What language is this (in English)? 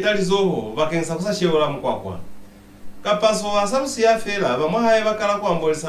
Lozi